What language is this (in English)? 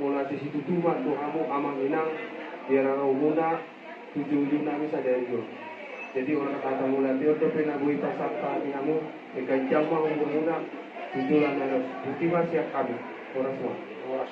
Batak Toba